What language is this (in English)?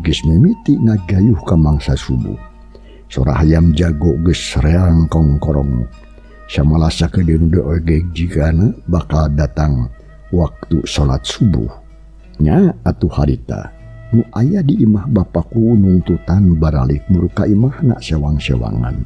Sundanese